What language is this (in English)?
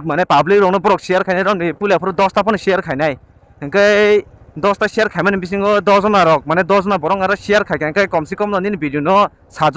Kok Borok